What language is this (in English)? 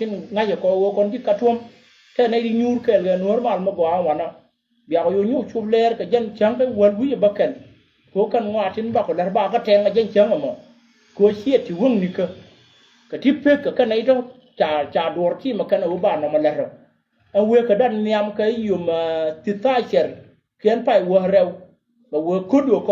Nuer